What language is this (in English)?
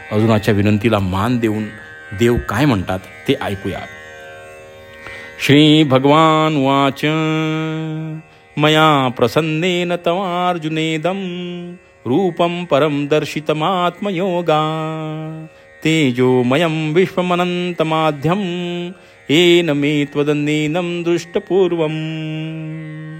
Marathi